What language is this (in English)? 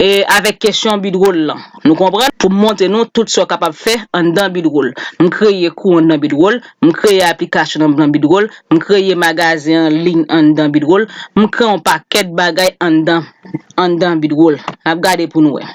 Haitian Creole